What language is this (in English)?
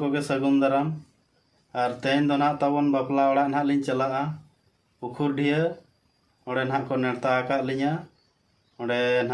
Santali